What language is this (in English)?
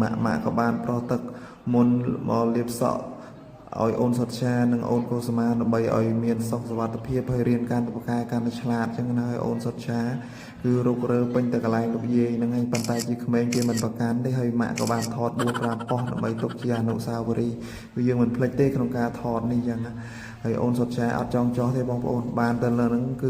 Khmer